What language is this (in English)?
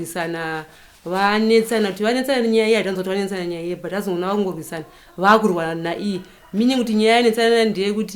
Shona